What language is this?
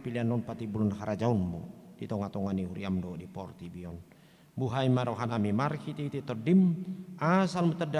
Batak Toba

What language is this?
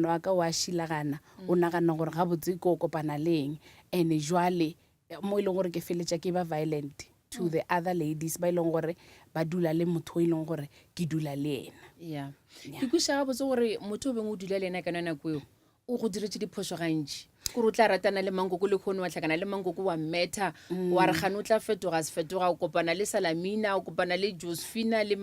Northern Sotho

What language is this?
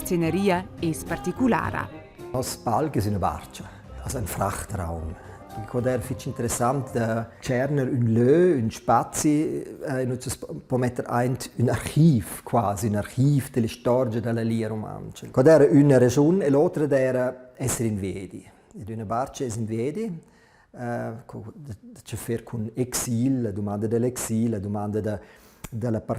Romansh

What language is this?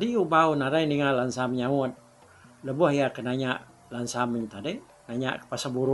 Iban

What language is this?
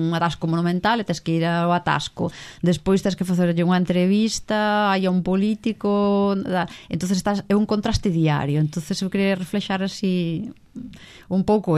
Galician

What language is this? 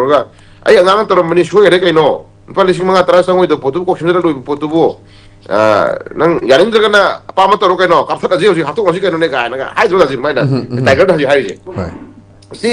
Manipuri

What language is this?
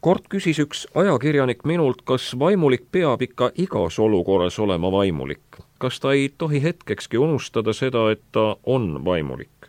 Estonian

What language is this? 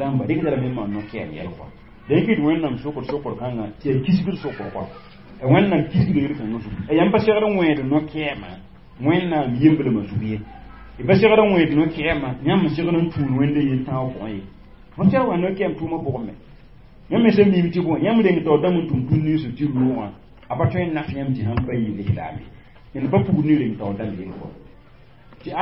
Mossi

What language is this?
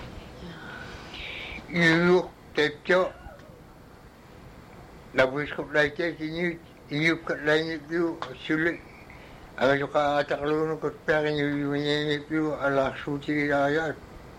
Inupiaq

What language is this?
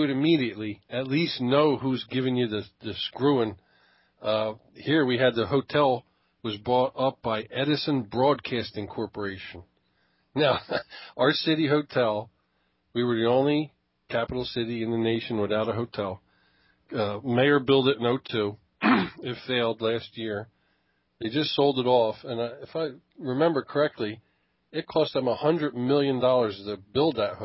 English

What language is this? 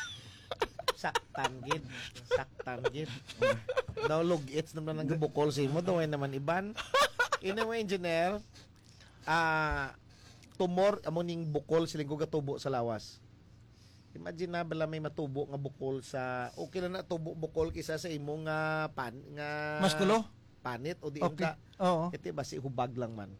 Hiligaynon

